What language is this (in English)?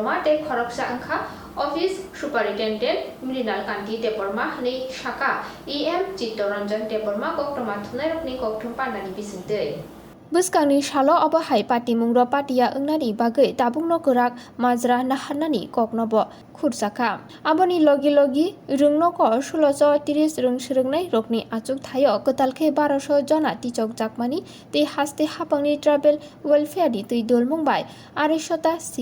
Kok Borok